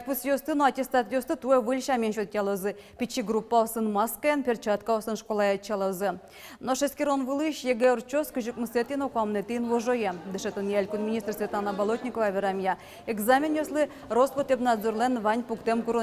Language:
Udmurt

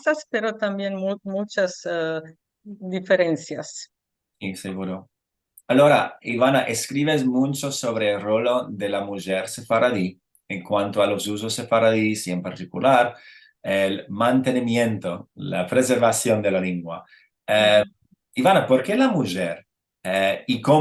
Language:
Ladino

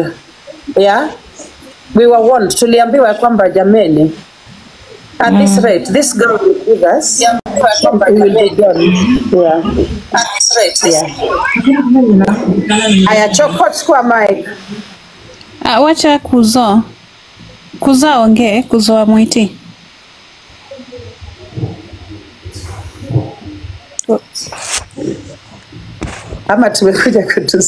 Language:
Swahili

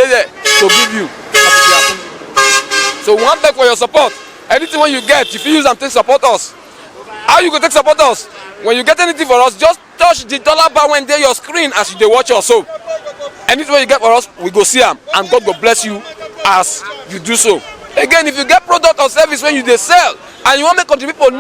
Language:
Nigerian Pidgin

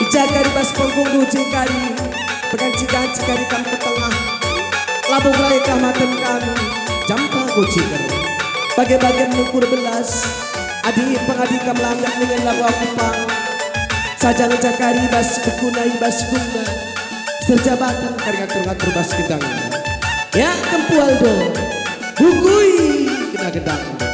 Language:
Batak Karo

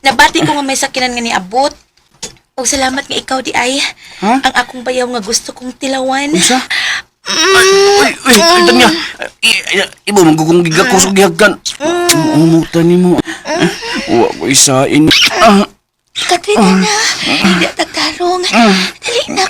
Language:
Cebuano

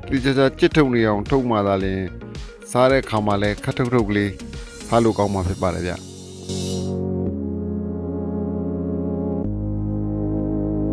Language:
Burmese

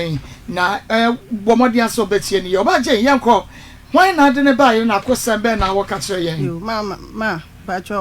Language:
Akan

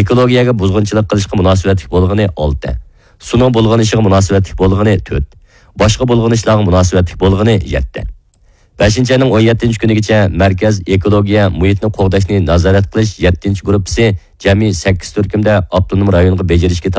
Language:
Uyghur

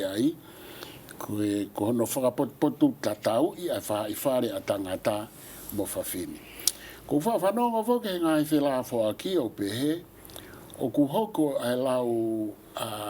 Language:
Tongan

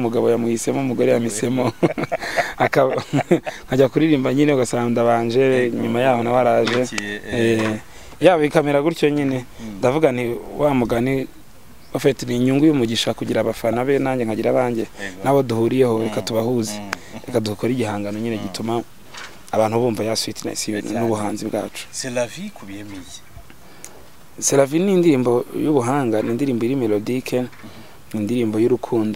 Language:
Kinyarwanda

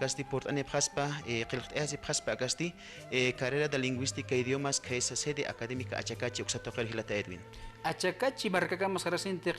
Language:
Aymara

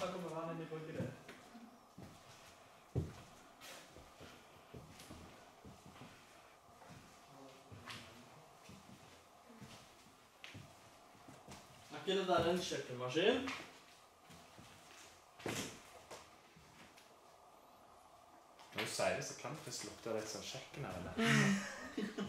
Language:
Norwegian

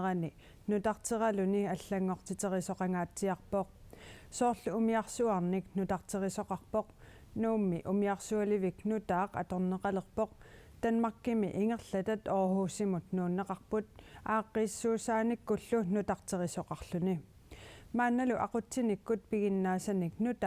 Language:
Kalaallisut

